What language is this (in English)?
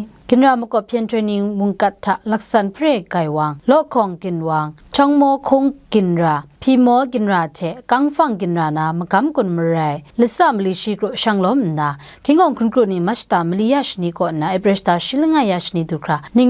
Kachin